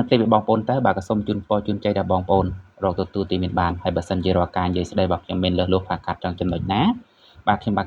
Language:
Khmer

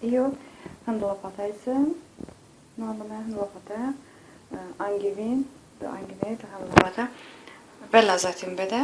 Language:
Talysh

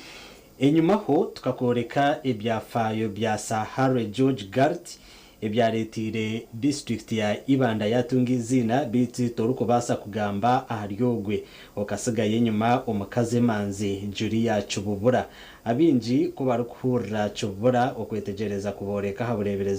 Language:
Nyankole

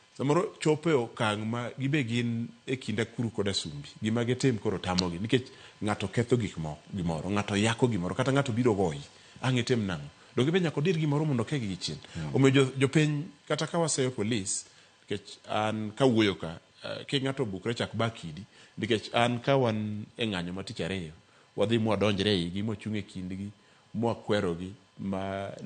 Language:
Luo (Kenya and Tanzania)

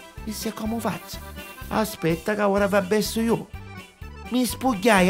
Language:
Neapolitan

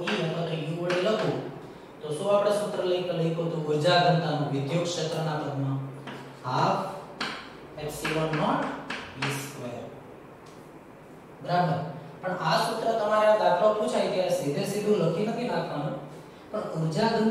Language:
Gujarati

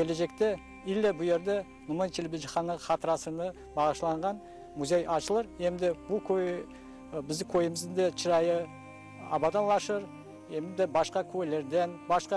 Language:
Crimean Tatar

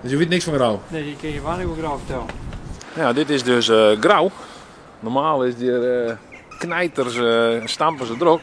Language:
Western Frisian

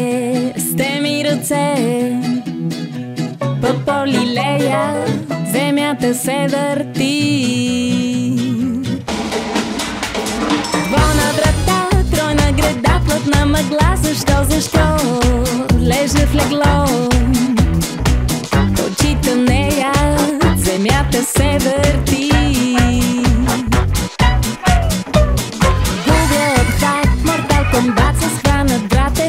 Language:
Bulgarian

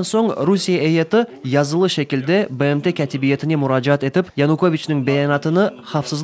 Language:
Crimean Tatar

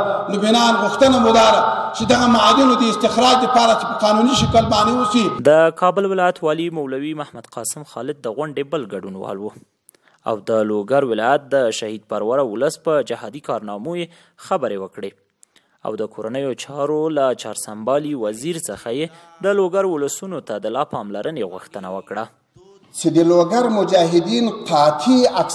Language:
Pashto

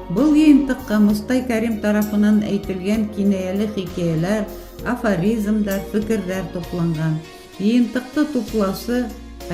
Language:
Bashkir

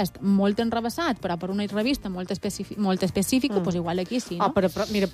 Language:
Catalan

